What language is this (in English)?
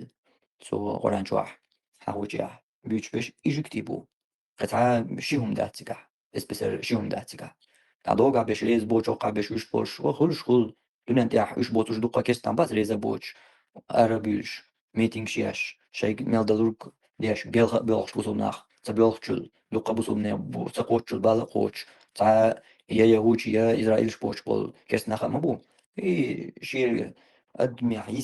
Chechen